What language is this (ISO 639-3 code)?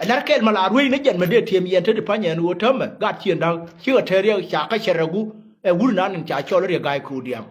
nus